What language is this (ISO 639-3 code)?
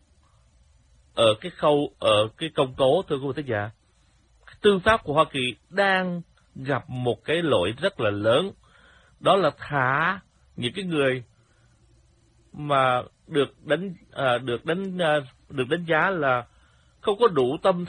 vie